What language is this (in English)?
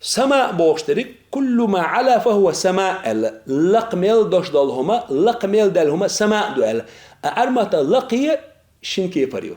Chechen